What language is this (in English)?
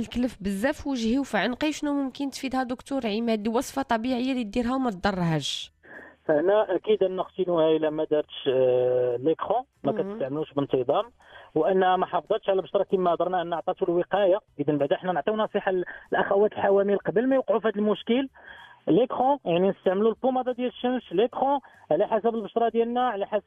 Moroccan Arabic